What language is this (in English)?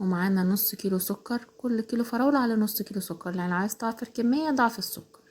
Egyptian Arabic